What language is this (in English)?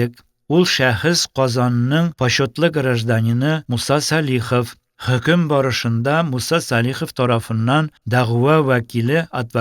Tatar